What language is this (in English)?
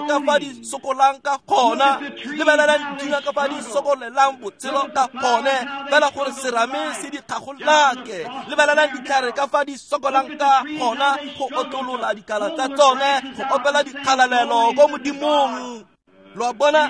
Tswana